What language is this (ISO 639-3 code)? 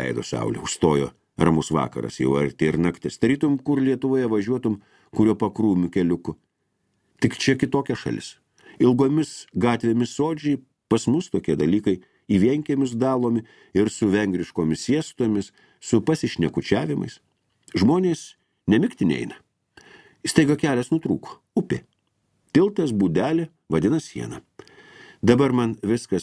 lit